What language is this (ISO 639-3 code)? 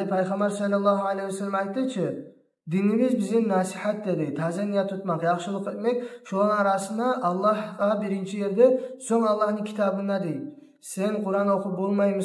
kum